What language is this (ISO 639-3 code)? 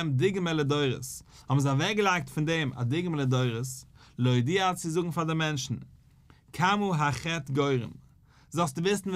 yid